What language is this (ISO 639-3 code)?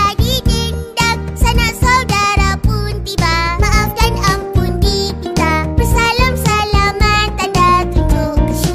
msa